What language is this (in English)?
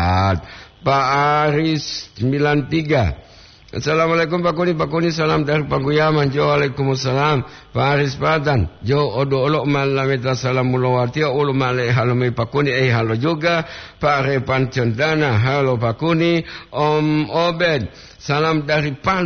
Gorontalo